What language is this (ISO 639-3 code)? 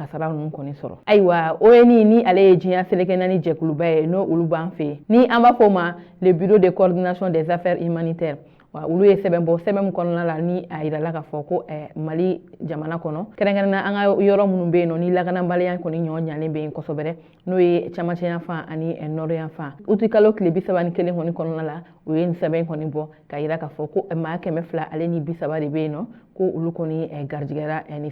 bam